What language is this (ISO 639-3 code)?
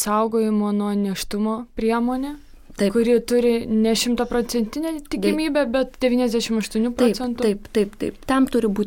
lit